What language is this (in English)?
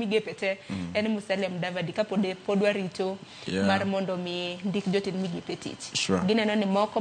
Luo (Kenya and Tanzania)